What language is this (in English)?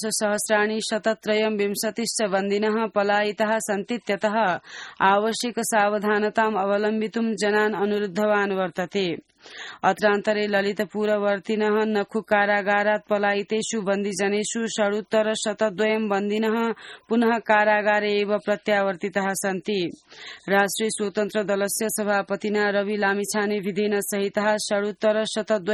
Sanskrit